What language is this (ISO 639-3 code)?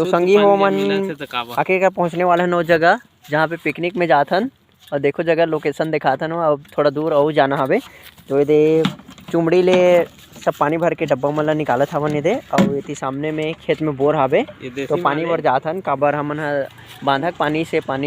hne